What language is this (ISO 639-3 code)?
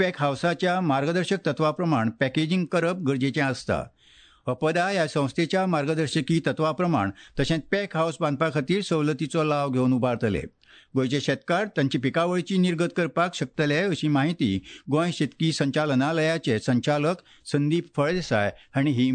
kok